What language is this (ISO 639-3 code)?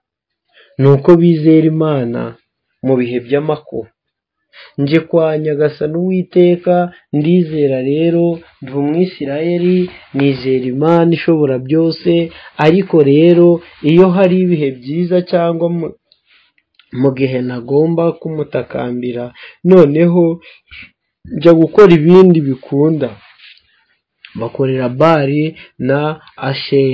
kin